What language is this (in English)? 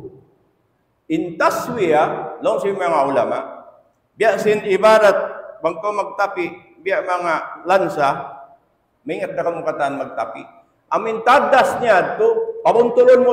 Tausug